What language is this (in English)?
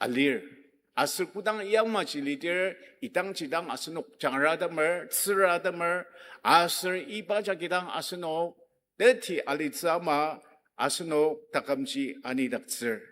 Ao Naga